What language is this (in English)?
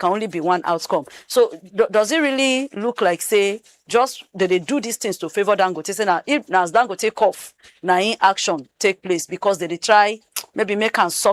Nigerian Pidgin